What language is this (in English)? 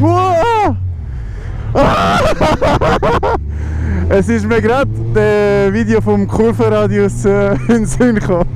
Swiss German